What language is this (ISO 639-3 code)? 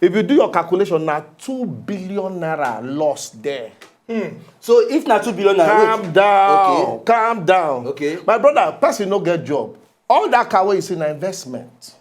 pcm